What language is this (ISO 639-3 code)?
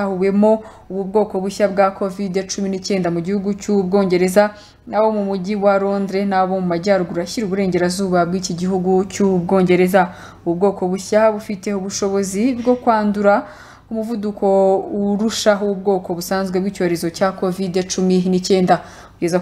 kin